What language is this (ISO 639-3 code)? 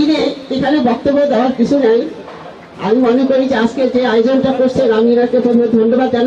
ben